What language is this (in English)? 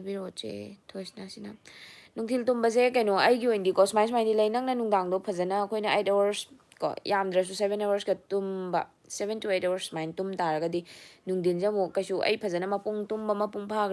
Manipuri